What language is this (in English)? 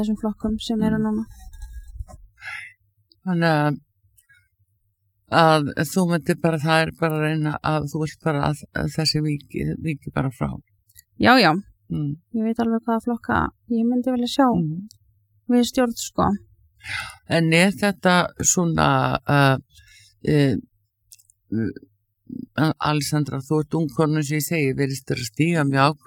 Icelandic